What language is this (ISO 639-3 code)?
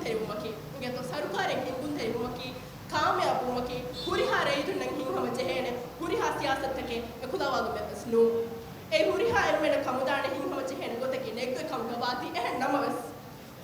div